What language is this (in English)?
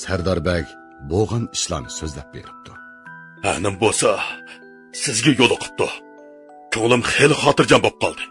Uyghur